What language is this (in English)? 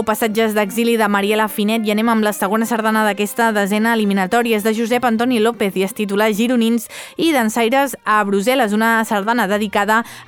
Catalan